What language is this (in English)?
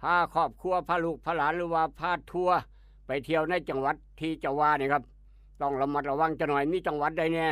Northeastern Thai